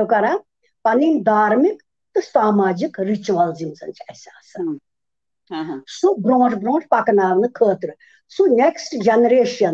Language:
Kashmiri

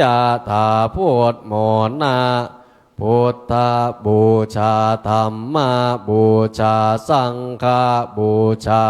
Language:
Pali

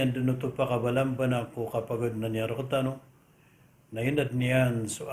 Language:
Maranao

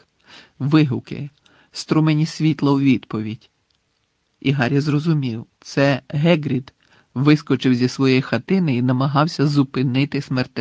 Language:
Ukrainian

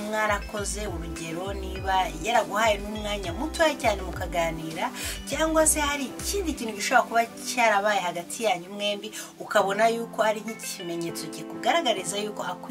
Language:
Kinyarwanda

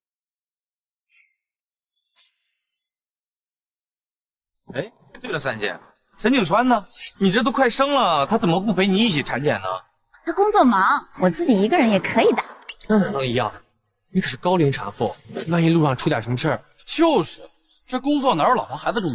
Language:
Chinese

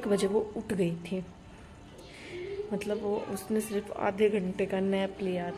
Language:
Hindi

